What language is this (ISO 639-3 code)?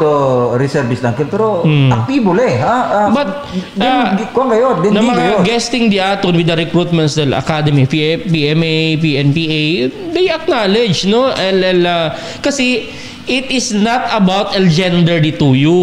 cbk